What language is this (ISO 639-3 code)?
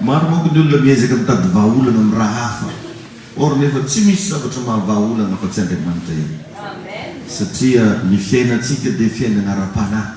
mlg